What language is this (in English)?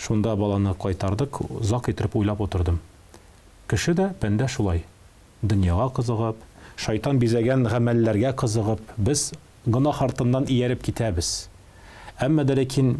Tatar